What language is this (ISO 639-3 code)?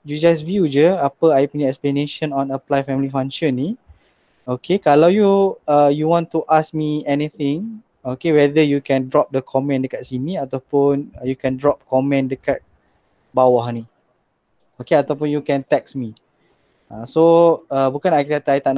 msa